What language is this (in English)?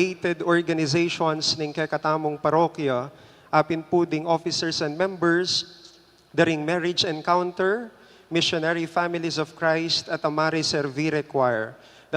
Pampanga